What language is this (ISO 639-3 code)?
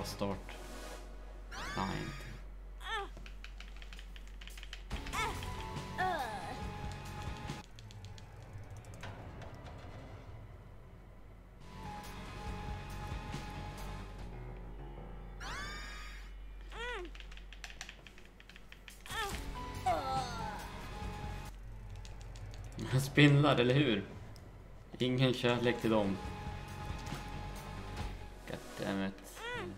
swe